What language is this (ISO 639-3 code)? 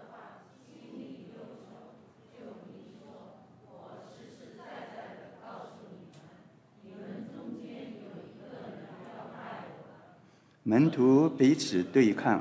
zho